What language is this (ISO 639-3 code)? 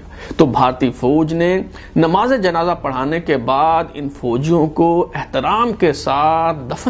urd